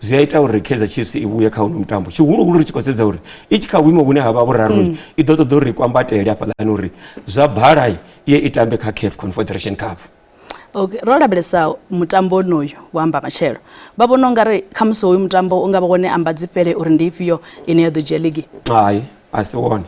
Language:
Venda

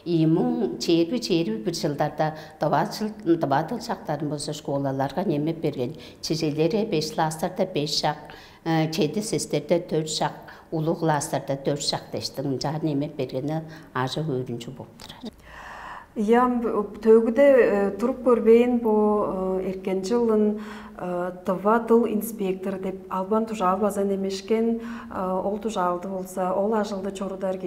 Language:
Tuvinian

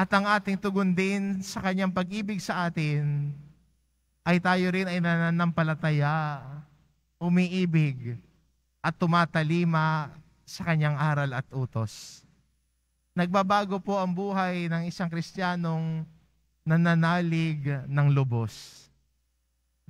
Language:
Filipino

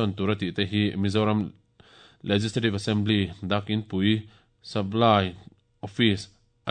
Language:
Mizo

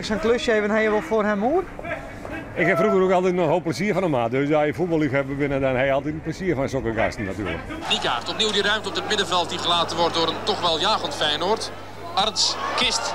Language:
Western Frisian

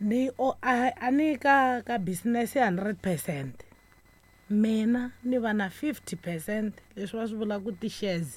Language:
Tsonga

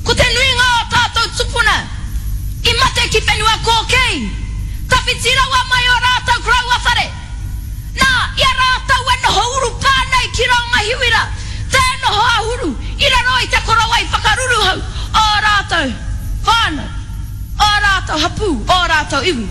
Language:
Māori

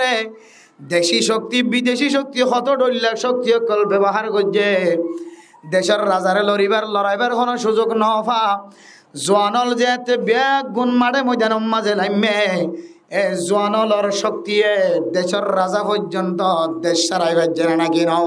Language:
Rohingya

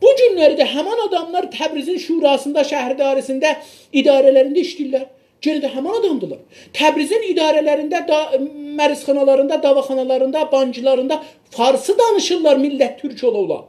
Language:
South Azerbaijani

